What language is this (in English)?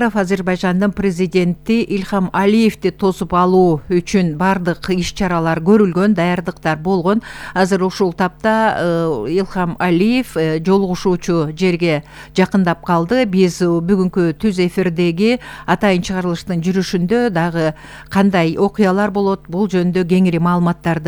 Kyrgyz